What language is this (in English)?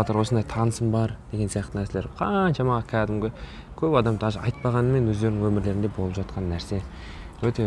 Kazakh